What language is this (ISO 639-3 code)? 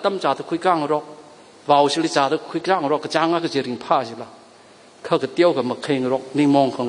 nmf